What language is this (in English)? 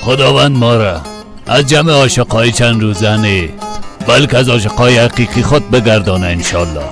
Persian